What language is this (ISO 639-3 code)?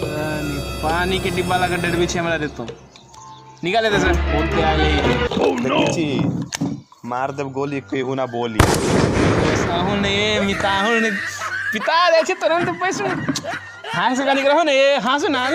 mai